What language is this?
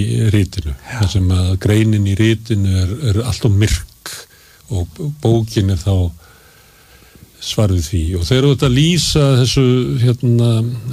Icelandic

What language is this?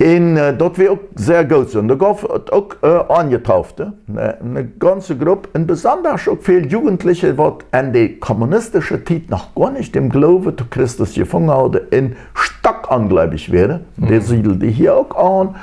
Plautdietsch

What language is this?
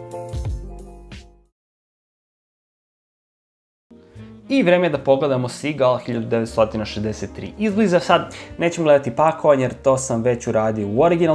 Serbian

